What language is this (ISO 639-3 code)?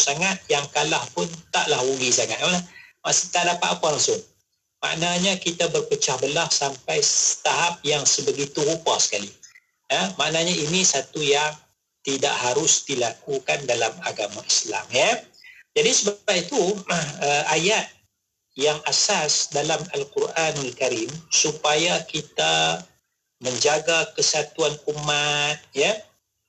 msa